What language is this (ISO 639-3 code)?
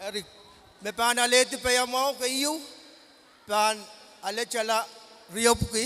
pon